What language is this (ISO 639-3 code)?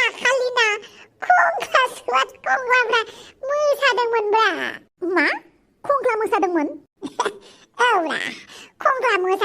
brx